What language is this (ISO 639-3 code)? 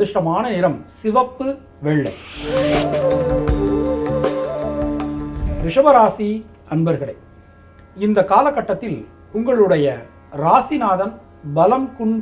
tam